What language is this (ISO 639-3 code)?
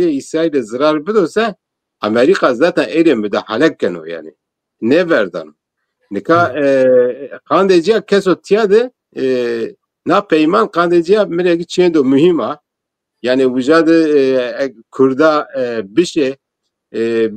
zza